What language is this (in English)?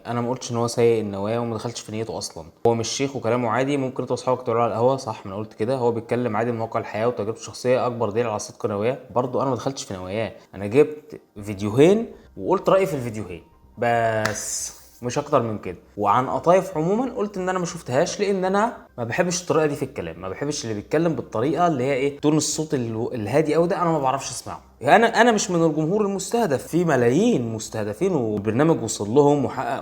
Egyptian Arabic